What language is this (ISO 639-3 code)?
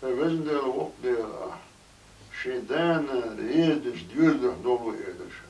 che